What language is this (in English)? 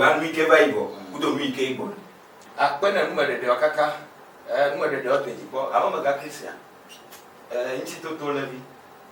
Ewe